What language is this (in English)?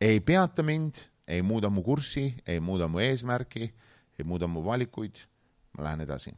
Estonian